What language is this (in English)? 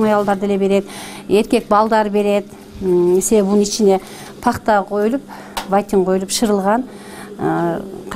Kyrgyz